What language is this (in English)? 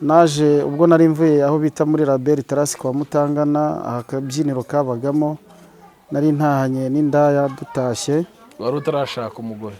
Kinyarwanda